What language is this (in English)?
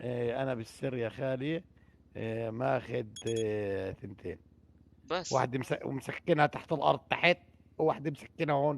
North Levantine Arabic